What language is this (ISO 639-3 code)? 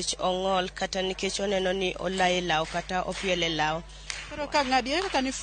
luo